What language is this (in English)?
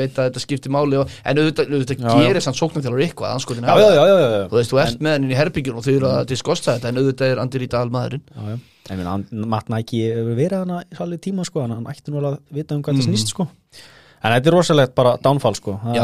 Icelandic